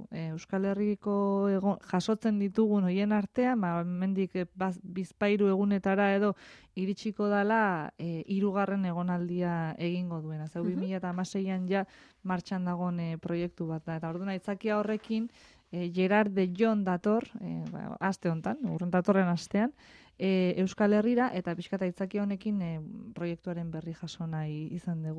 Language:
Basque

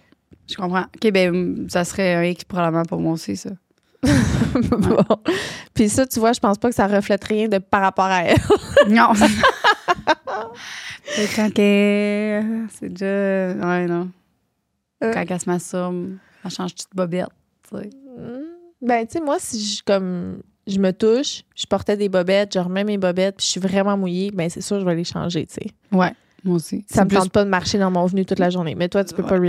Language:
French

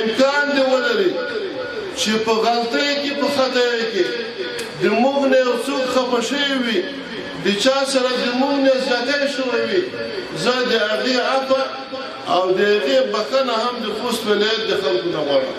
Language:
Pashto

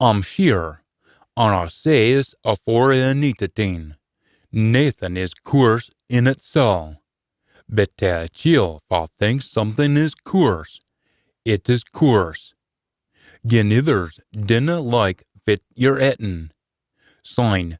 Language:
Scots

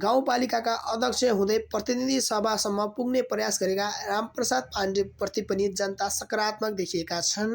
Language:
Nepali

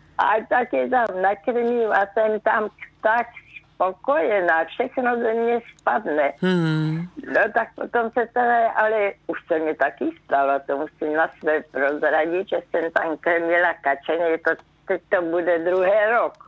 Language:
Czech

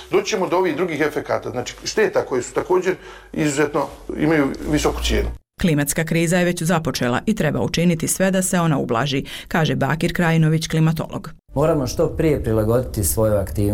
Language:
Bosnian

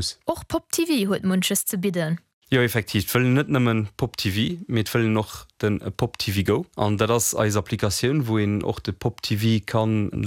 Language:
Luxembourgish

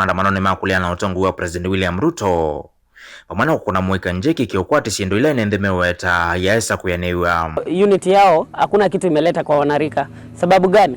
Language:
Kamba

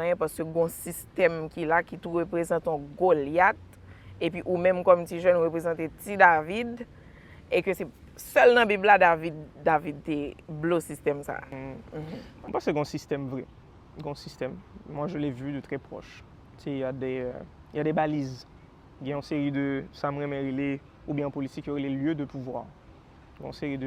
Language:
Haitian Creole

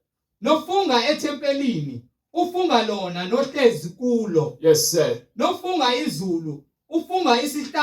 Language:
Zulu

